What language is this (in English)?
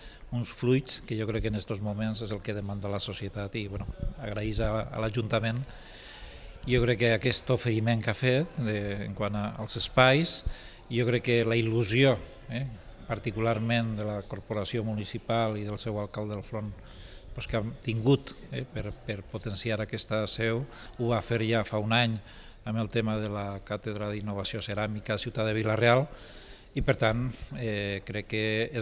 Catalan